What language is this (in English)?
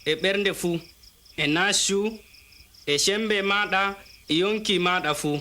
Adamawa Fulfulde